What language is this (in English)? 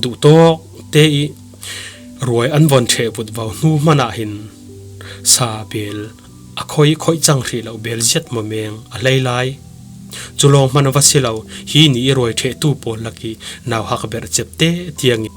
Falam Chin